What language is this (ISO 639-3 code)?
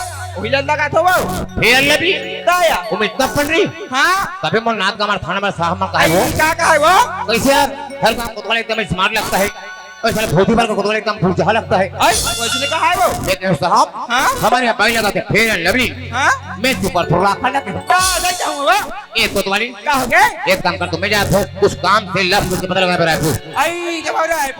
hne